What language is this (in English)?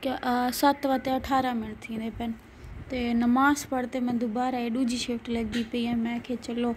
Saraiki